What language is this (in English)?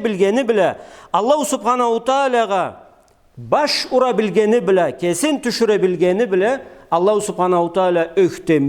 Karachay-Balkar